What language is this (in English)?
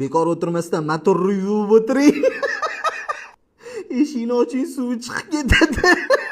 Uzbek